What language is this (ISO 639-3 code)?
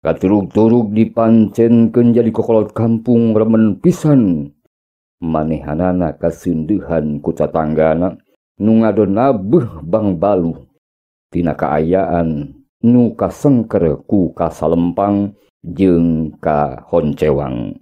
sun